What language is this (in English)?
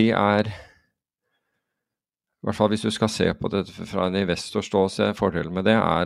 Norwegian